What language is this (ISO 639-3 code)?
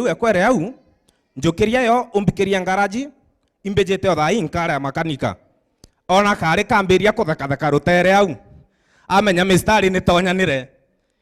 mer